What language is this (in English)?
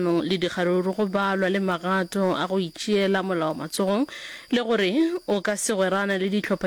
Northern Sotho